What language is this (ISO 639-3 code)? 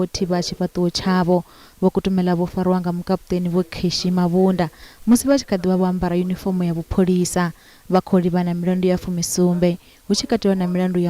ven